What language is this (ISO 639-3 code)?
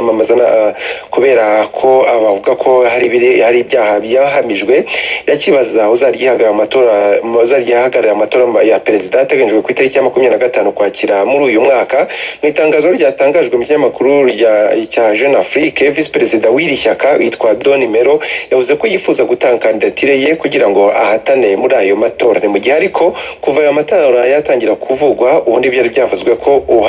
kin